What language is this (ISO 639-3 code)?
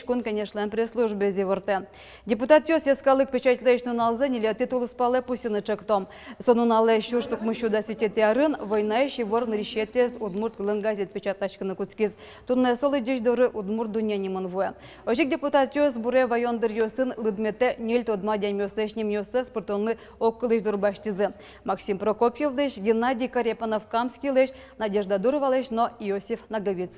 udm